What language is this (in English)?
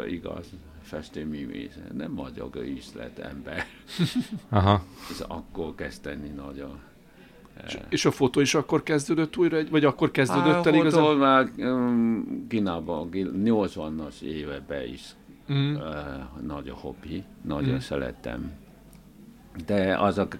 Hungarian